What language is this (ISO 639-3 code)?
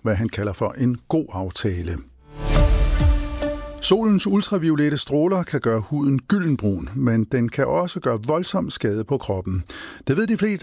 dan